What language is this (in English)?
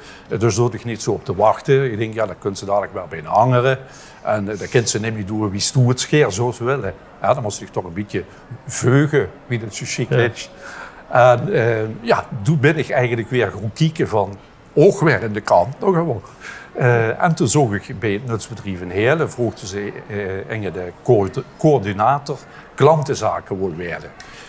Limburgish